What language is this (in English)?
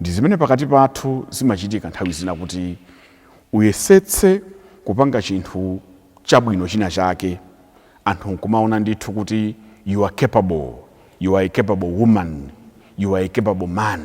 Nyanja